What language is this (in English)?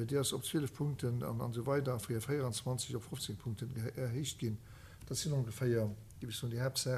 Luxembourgish